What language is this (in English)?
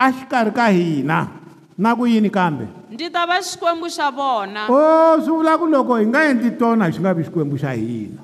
Tsonga